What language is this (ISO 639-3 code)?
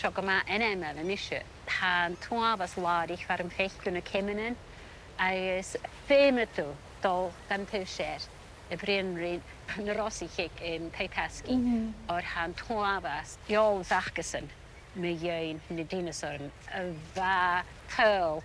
gla